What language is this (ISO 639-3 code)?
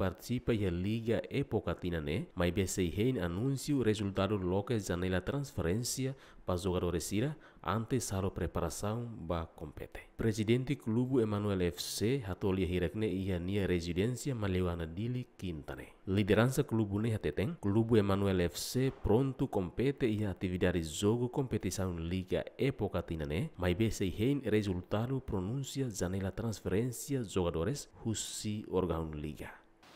tet